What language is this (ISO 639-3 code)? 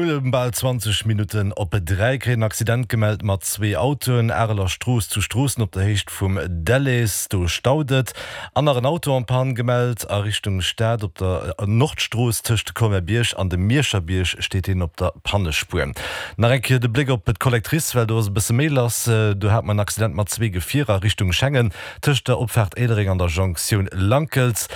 ltz